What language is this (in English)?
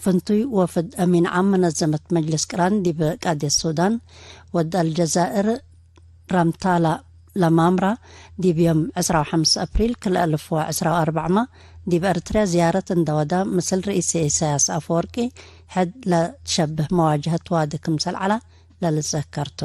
Tigre